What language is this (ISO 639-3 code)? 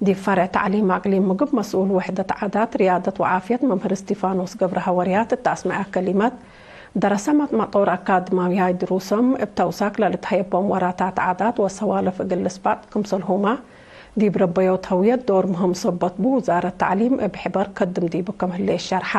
tig